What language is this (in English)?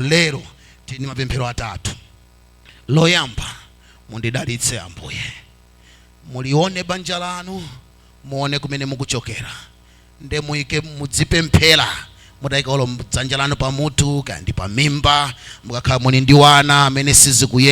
Nyanja